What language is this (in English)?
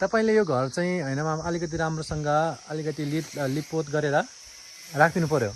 Nepali